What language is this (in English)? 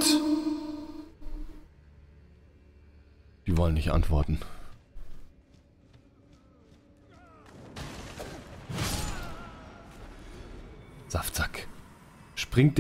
German